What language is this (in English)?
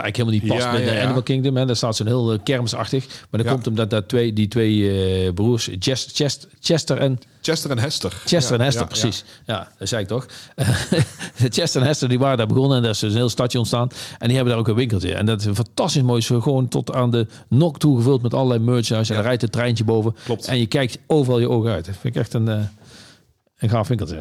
Dutch